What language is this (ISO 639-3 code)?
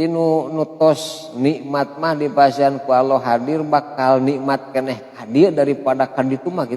sun